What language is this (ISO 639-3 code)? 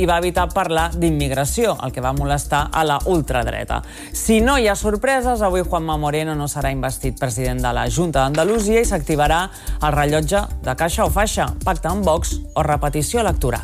cat